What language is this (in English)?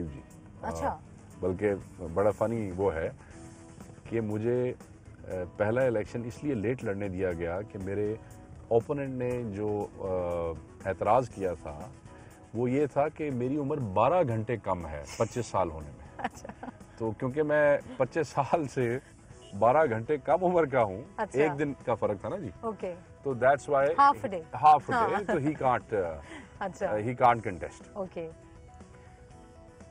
Hindi